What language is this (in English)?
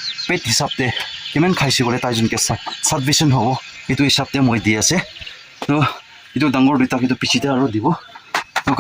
Naga Pidgin